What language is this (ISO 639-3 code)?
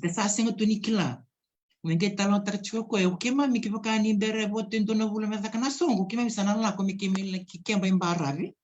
fij